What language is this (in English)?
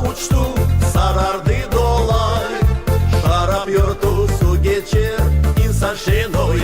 Gagauz